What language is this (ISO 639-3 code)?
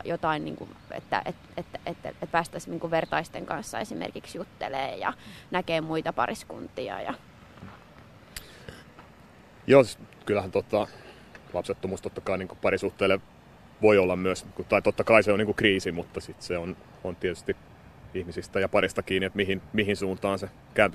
fin